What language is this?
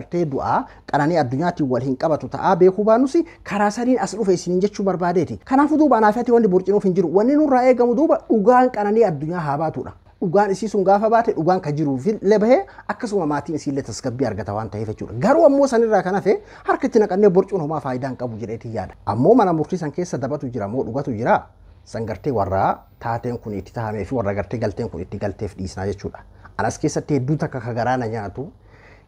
Oromo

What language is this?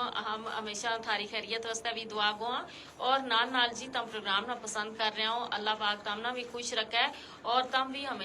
Gujari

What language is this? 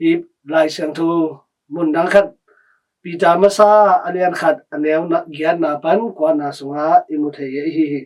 Tedim Chin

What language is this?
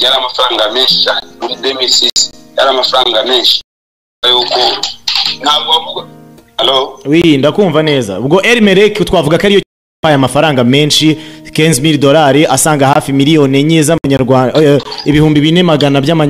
Kinyarwanda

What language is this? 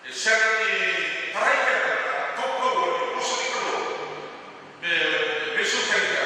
Fijian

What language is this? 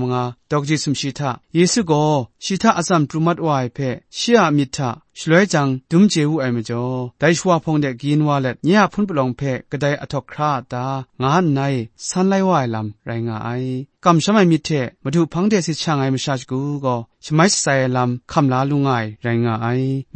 Kachin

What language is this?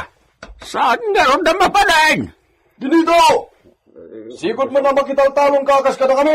Iloko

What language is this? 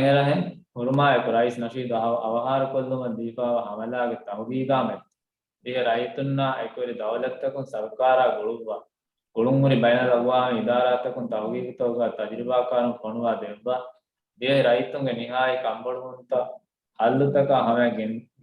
Divehi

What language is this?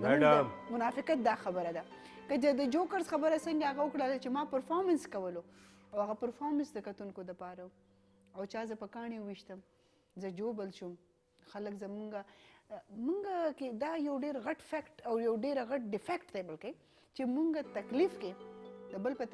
Pashto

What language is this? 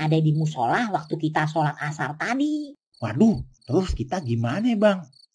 Betawi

